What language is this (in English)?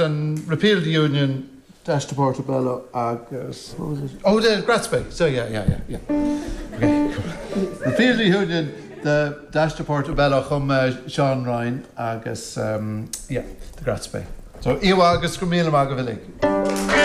Irish